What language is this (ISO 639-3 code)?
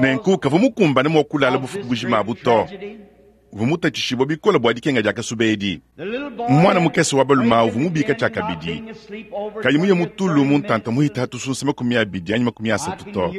lua